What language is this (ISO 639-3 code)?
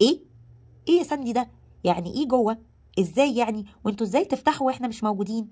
arz